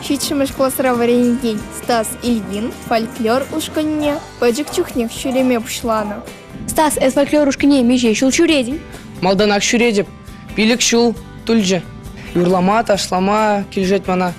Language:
Chuvash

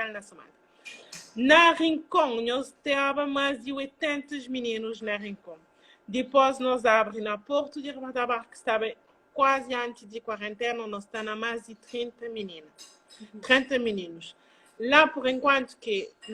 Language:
Kabuverdianu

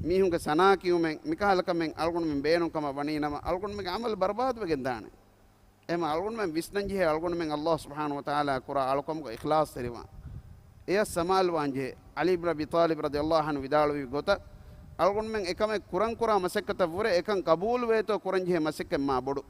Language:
Divehi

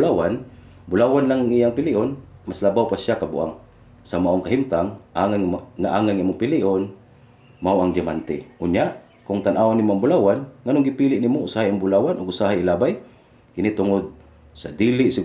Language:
Cebuano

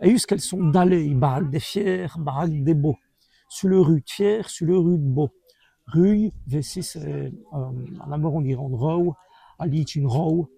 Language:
Walloon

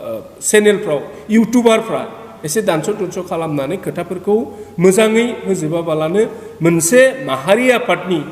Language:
Bodo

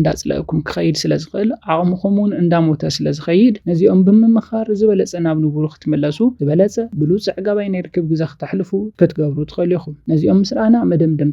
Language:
Tigrinya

